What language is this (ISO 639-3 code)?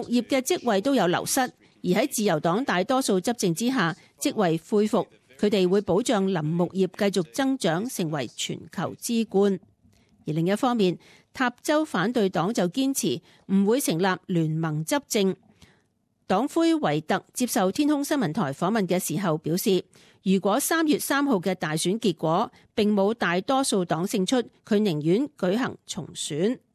yue